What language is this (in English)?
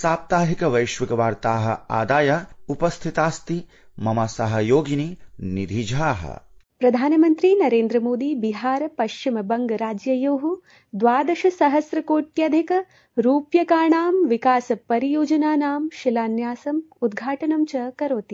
Sanskrit